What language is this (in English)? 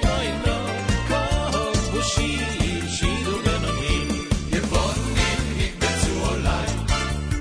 Hebrew